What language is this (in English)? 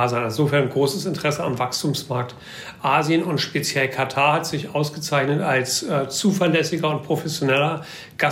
German